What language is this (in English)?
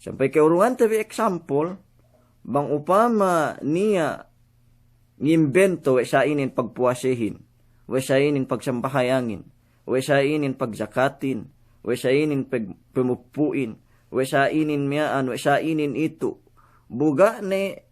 Yakan